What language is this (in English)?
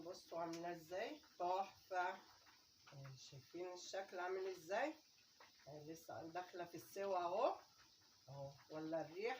Egyptian Arabic